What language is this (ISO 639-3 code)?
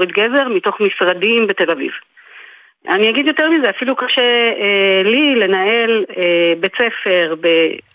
heb